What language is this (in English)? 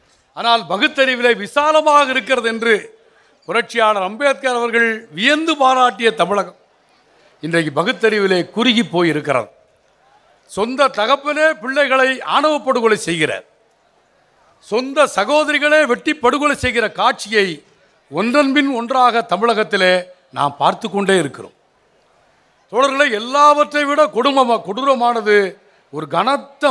Tamil